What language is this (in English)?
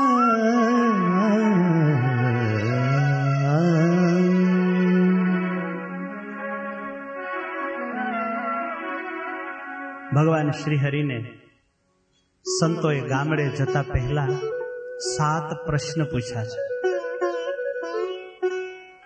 Gujarati